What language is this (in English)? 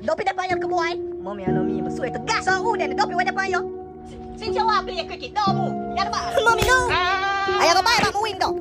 Jamaican Creole English